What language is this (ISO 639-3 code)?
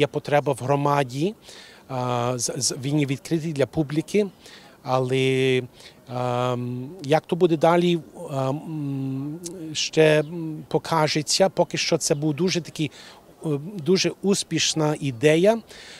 ukr